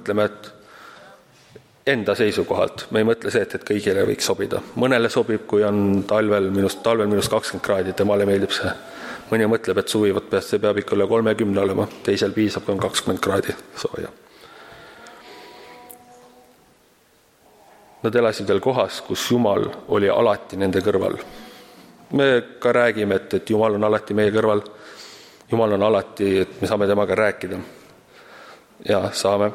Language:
Estonian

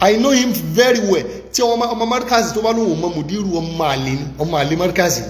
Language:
Yoruba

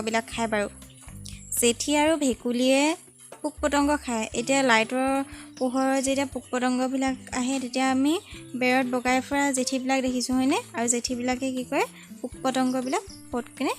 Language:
Assamese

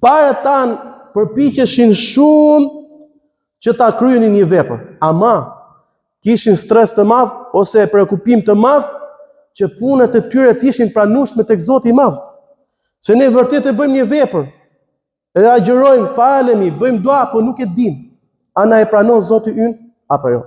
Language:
Albanian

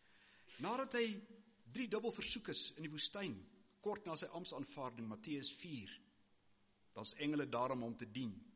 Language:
Afrikaans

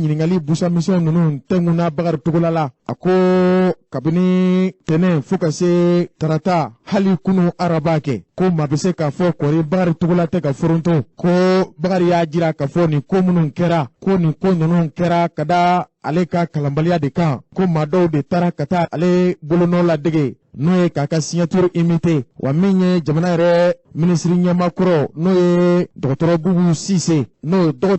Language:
Bambara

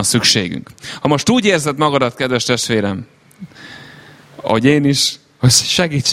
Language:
Hungarian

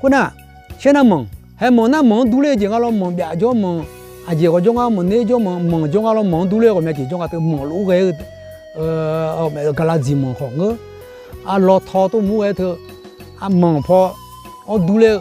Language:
Akha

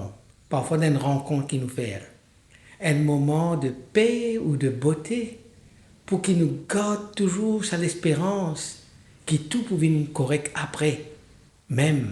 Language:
Morisyen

